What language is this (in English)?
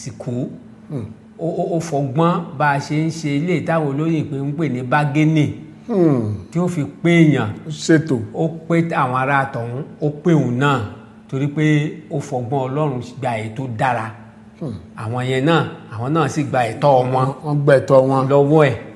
Yoruba